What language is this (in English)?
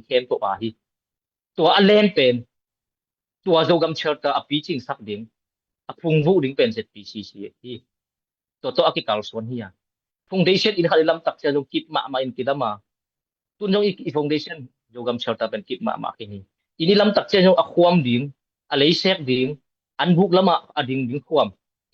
Tedim Chin